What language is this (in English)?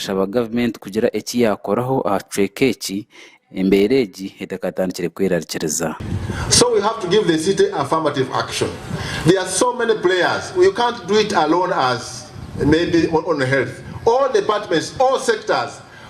Nyankole